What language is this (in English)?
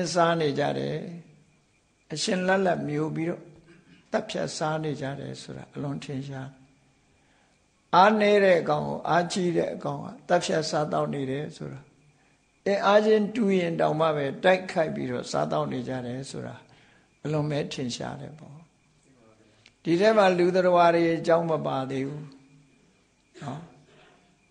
Burmese